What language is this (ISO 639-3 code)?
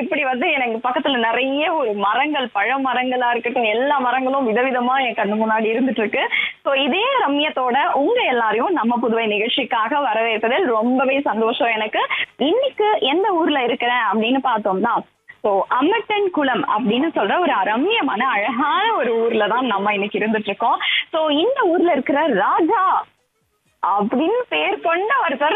tam